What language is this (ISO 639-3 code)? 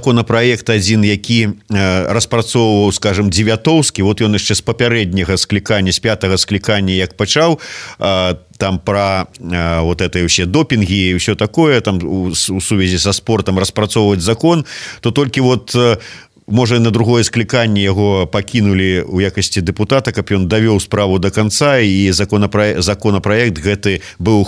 bel